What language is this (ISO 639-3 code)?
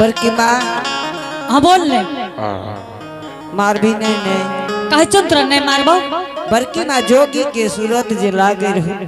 anp